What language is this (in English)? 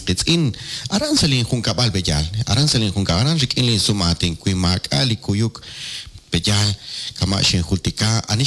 Kekchí